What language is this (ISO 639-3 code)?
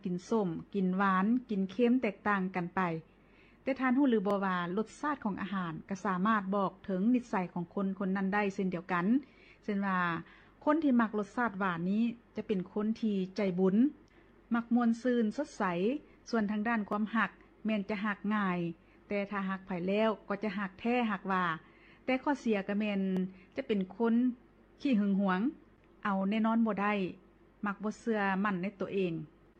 lao